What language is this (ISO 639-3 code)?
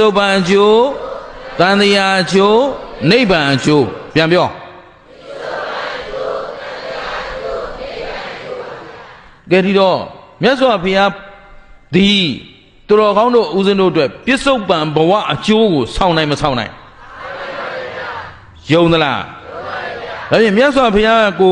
mya